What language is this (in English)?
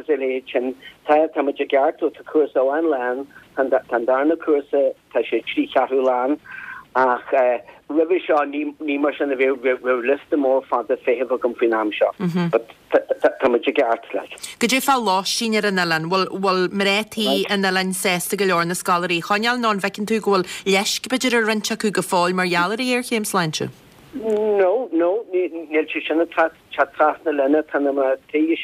Irish